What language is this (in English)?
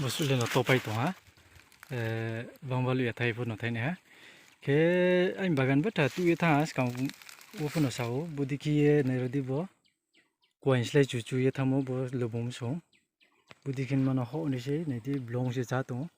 Riang (India)